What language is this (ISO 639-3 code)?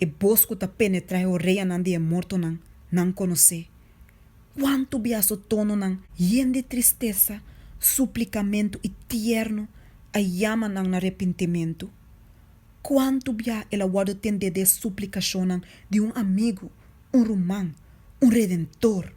pap